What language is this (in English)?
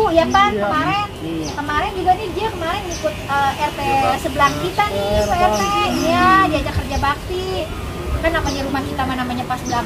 Betawi